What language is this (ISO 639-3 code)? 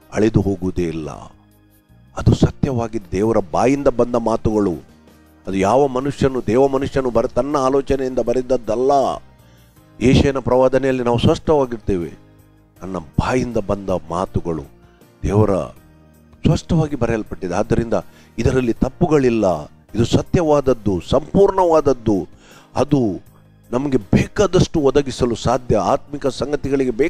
kan